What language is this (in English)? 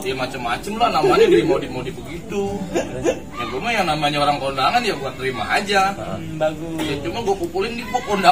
Betawi